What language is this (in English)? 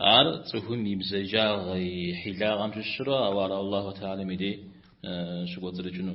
Kabardian